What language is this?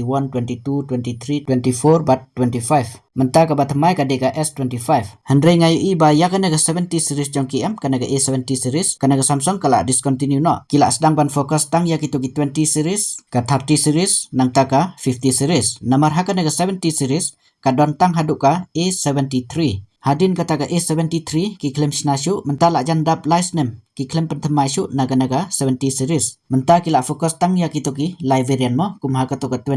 Khasi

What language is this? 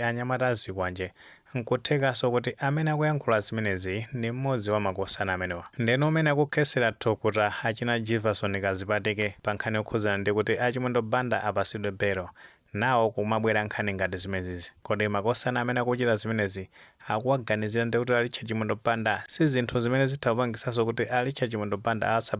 Nyanja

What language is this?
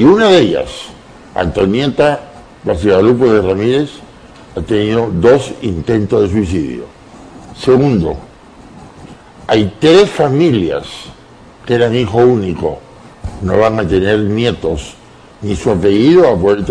Spanish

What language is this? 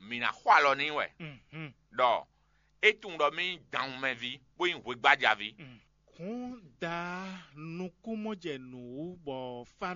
Fon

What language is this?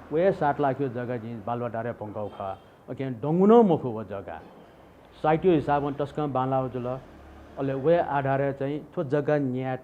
Newari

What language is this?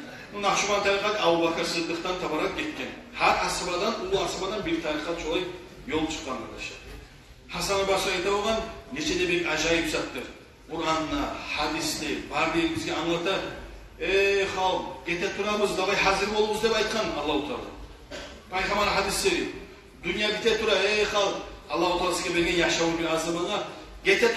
Kumyk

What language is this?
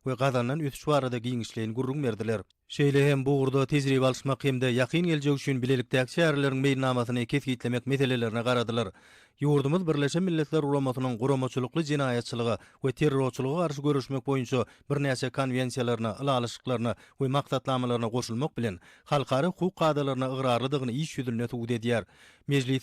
Turkmen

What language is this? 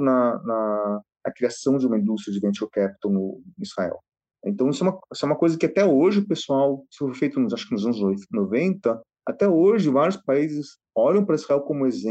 Portuguese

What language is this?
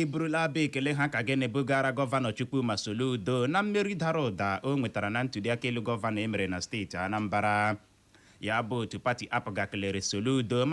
Igbo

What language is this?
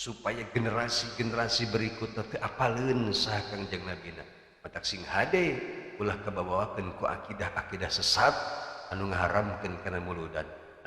Sundanese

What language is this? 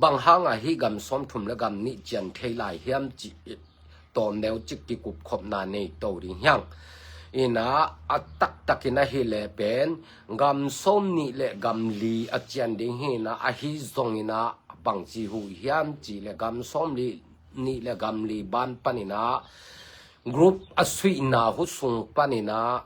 Tedim Chin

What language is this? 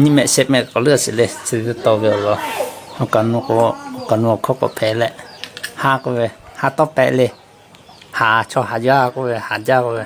Lahu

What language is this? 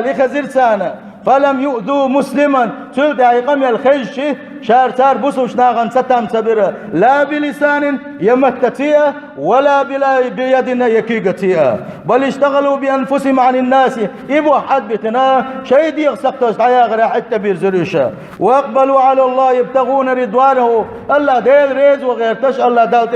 Chechen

